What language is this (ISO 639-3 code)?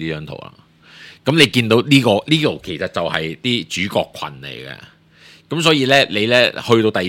yue